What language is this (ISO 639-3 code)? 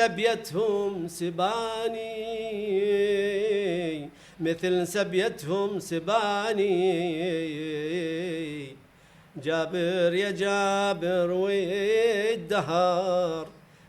acm